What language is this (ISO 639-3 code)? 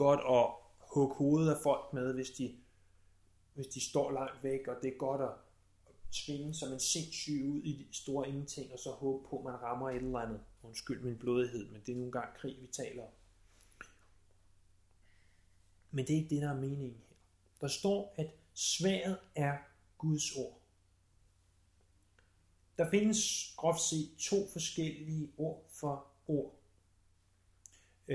dan